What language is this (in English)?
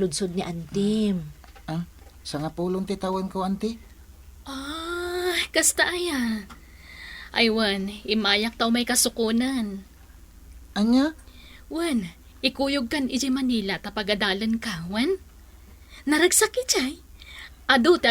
Iloko